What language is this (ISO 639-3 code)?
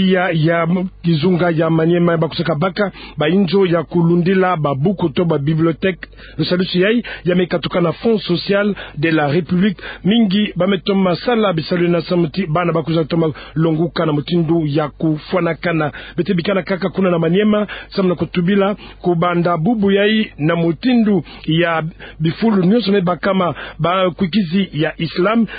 ktu